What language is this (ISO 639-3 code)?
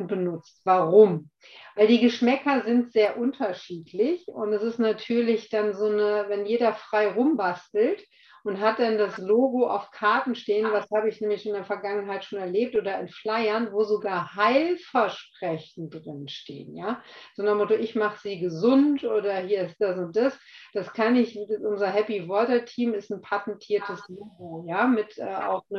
deu